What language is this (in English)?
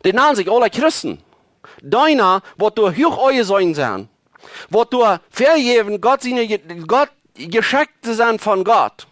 Plautdietsch